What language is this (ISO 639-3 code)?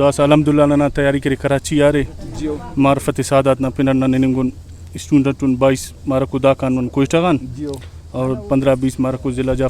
brh